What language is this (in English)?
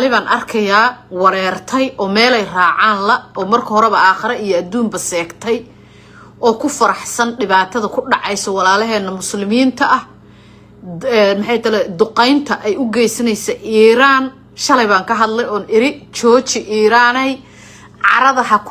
Somali